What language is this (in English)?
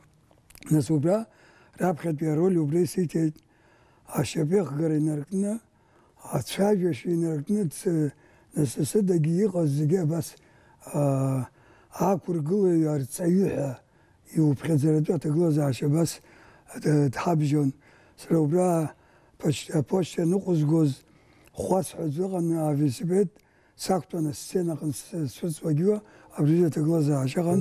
Abkhazian